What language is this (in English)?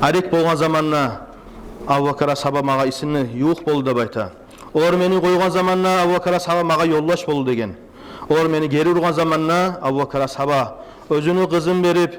Kumyk